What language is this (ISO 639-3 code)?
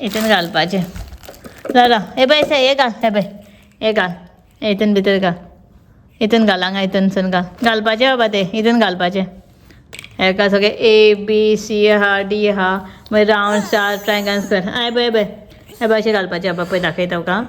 kok